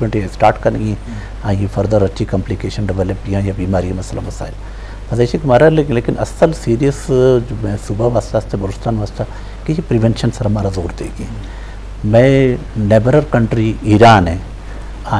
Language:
Eastern Balochi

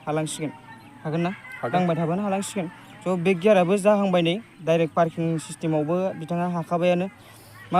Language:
Bodo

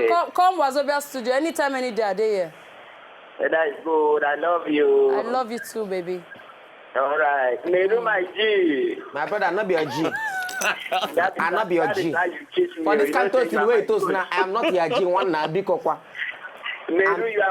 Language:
Nigerian Pidgin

